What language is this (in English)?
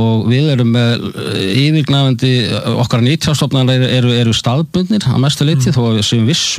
Icelandic